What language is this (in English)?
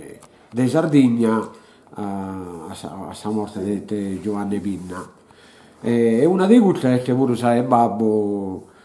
Sardinian